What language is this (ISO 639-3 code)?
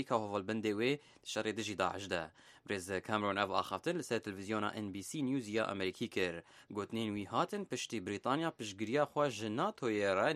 kur